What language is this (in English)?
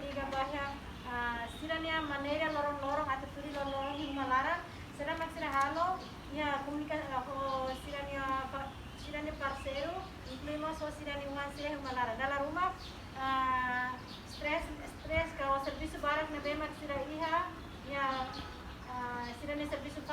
Tetum